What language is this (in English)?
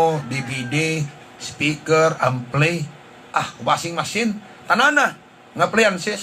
Hiligaynon